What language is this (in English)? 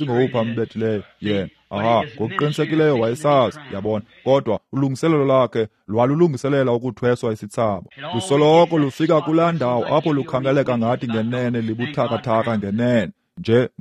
Xhosa